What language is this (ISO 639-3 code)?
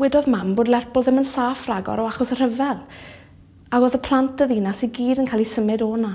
cym